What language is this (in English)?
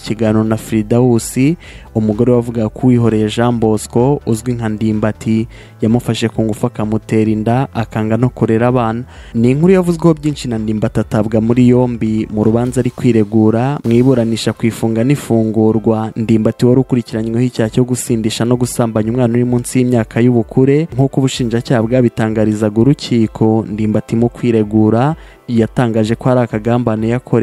Kinyarwanda